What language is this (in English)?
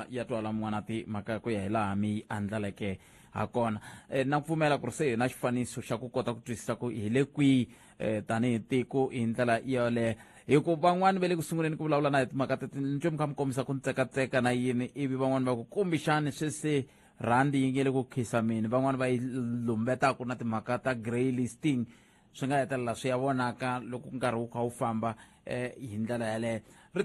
Tsonga